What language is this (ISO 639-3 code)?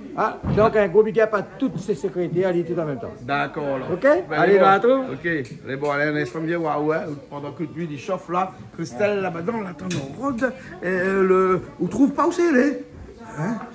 rcf